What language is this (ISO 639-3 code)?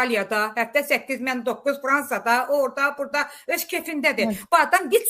aze